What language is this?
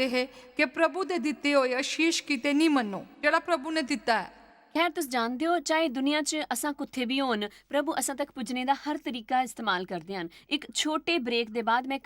Dogri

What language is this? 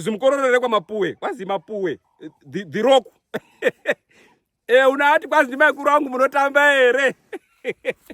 Shona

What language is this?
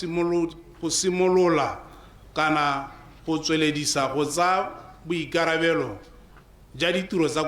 Tswana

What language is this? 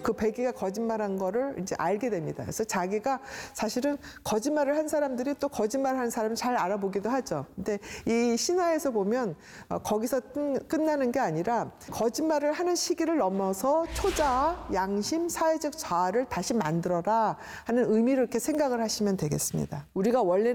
Korean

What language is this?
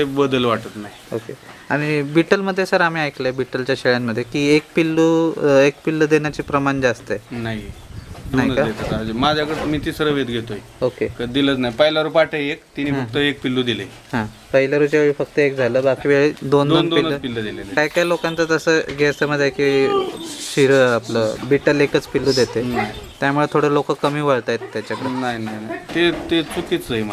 Marathi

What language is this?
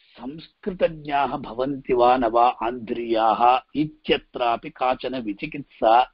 Sanskrit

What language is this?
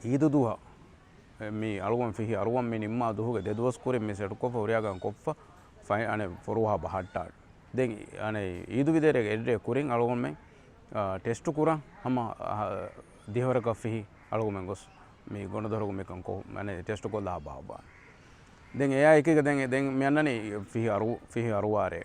Divehi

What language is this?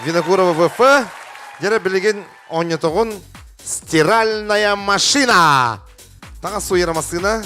Yakut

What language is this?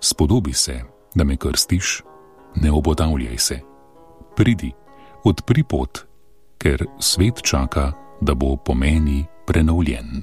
Slovenian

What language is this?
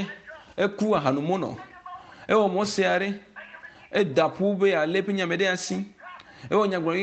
Ewe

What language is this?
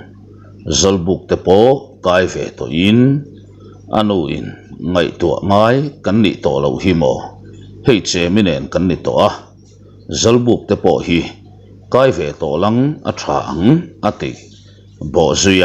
Mizo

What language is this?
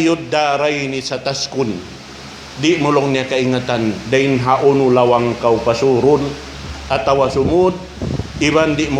Tausug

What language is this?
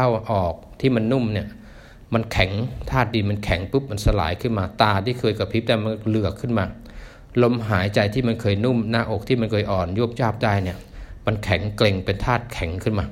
Thai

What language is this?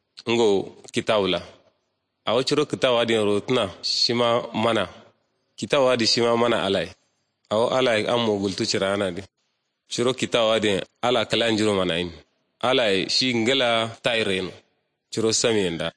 Kanuri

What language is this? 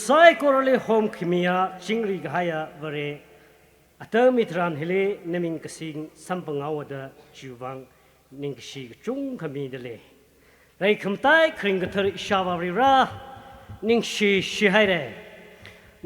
Tangkhul Naga (India)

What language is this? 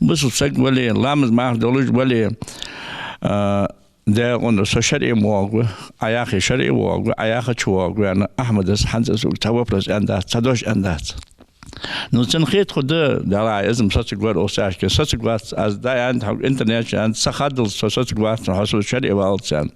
Ingush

